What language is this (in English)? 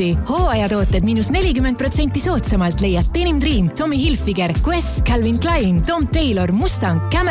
Estonian